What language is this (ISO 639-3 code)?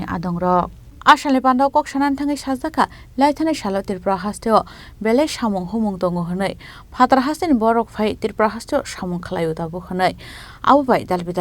trp